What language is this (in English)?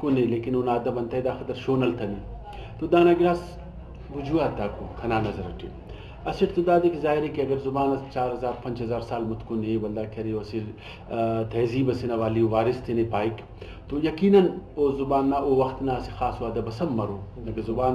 Brahui